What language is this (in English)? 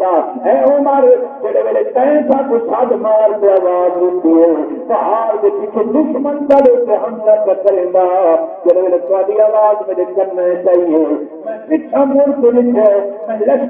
Saraiki